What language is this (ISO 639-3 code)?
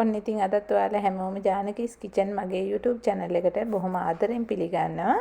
sin